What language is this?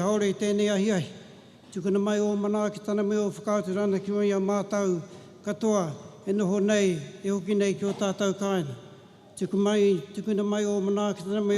Māori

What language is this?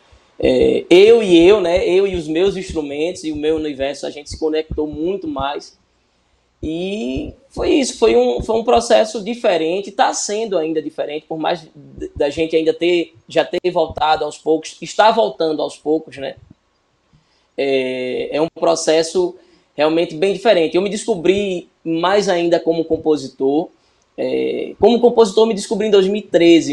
Portuguese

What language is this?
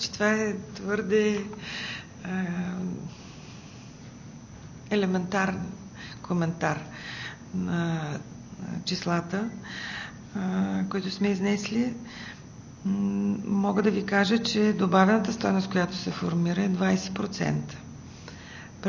Bulgarian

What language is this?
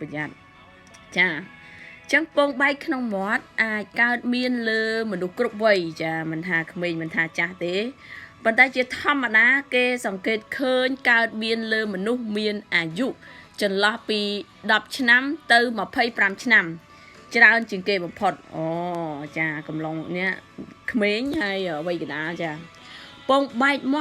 Khmer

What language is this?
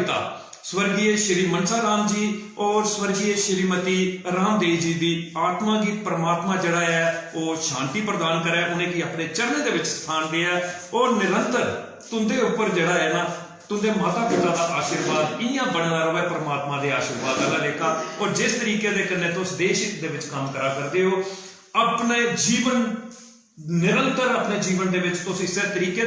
Dogri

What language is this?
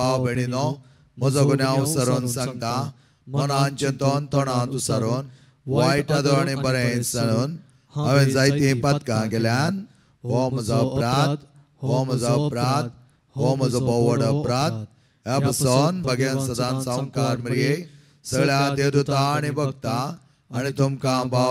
Konkani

